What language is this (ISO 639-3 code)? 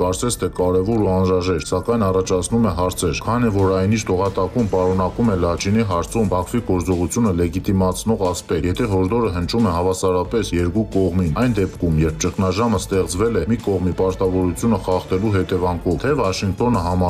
hye